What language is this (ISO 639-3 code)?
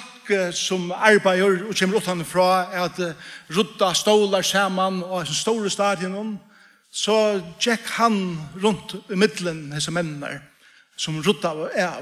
fao